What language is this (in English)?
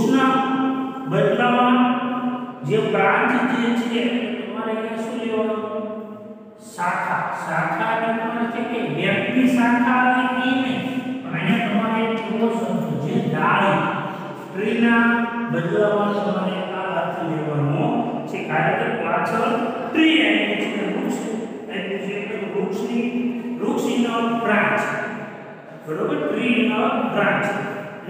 Gujarati